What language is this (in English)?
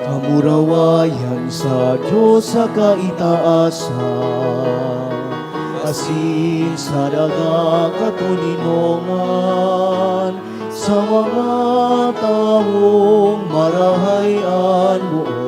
Bikol